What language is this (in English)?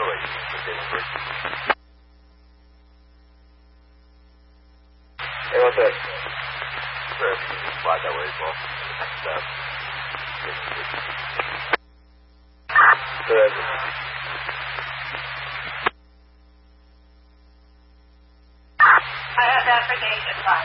English